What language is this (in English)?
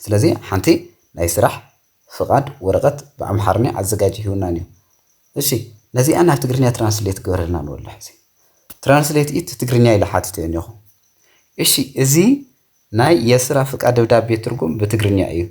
Tigrinya